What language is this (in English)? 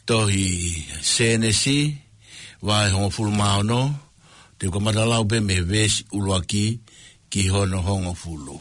Tongan